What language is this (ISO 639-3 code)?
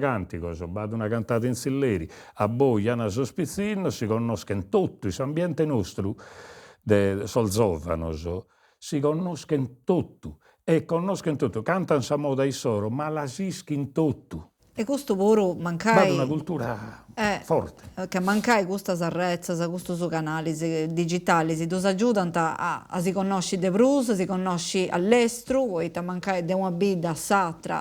srd